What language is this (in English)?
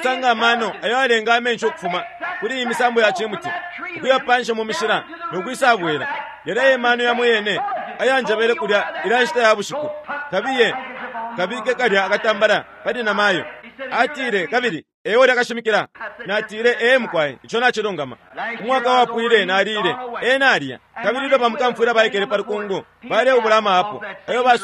Bemba